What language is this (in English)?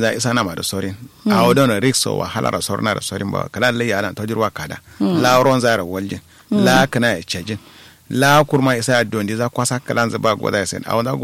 Kanuri